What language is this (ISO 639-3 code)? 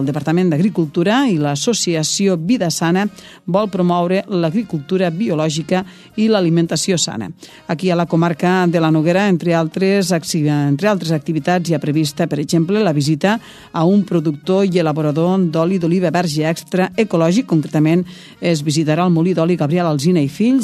cat